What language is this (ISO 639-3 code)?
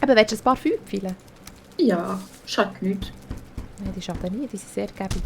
gsw